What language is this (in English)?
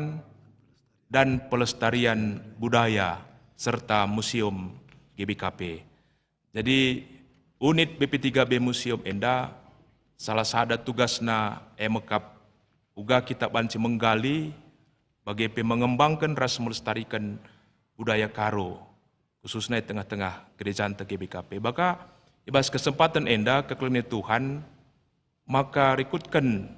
Batak Karo